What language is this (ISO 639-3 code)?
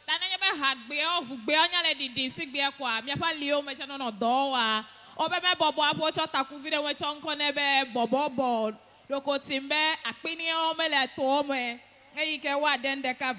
ewe